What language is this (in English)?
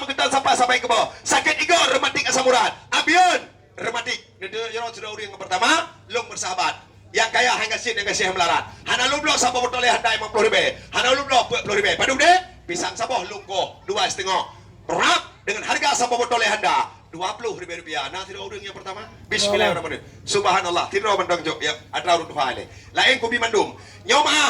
Achinese